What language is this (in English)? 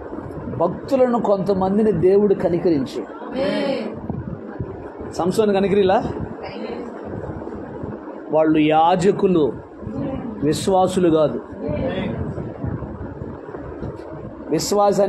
Telugu